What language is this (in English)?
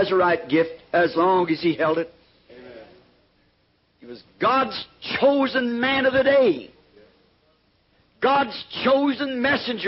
English